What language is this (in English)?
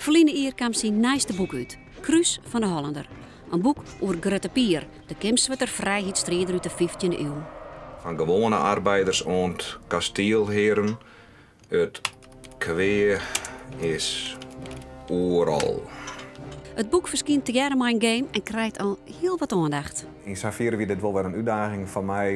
Western Frisian